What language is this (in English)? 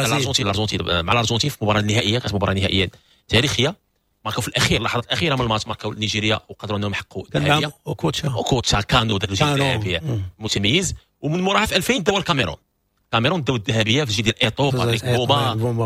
Moroccan Arabic